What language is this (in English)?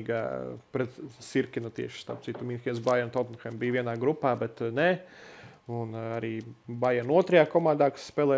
Latvian